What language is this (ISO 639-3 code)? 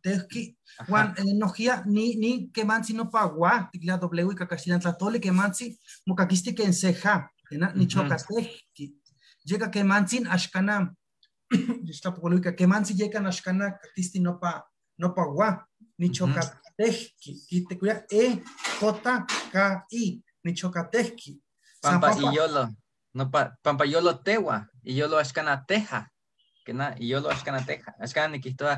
nhe